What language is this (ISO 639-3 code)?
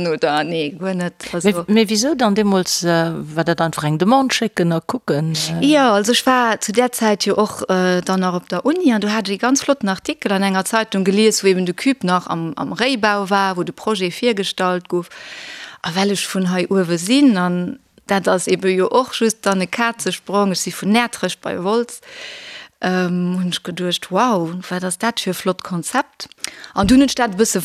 ltz